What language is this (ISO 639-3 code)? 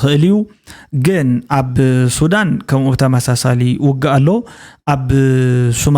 tir